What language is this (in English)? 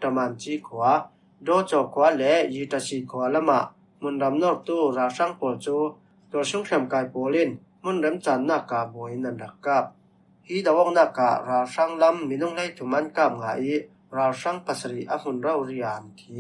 Falam Chin